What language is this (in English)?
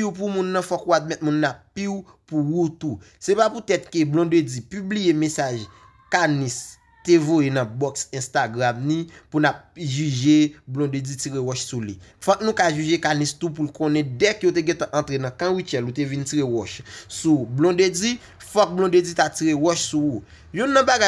Haitian Creole